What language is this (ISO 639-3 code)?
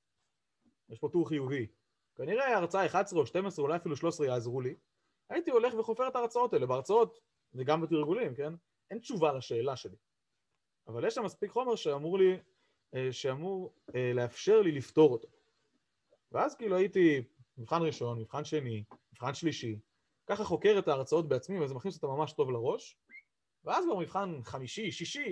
heb